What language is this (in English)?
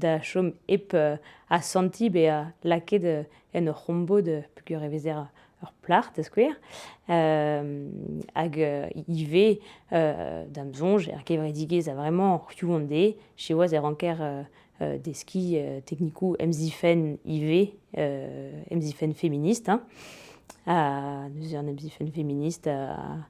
Breton